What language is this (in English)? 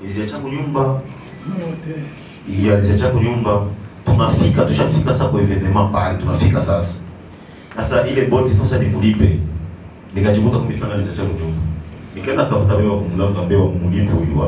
Swahili